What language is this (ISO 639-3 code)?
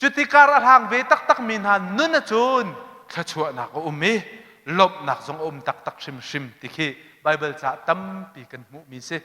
cnh